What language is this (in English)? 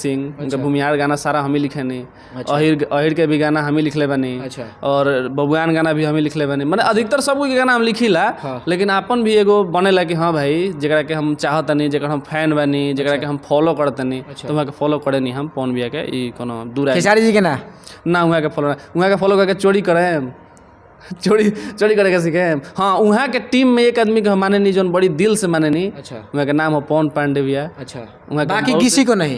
Bhojpuri